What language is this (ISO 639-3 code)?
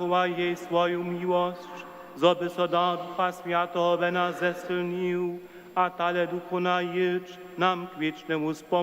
hsb